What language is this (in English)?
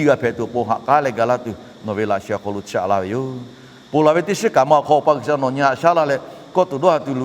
Lahu